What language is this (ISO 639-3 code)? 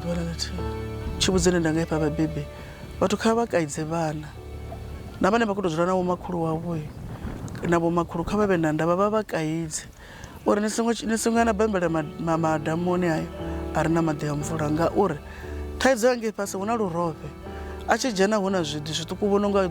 ven